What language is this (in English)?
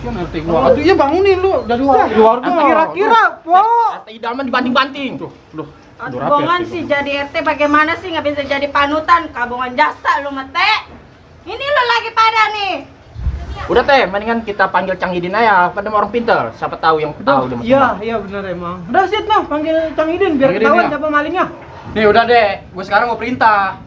Betawi